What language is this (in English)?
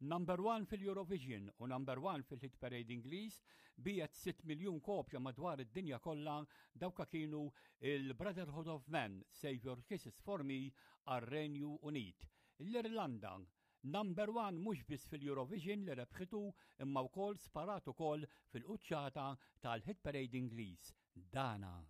Maltese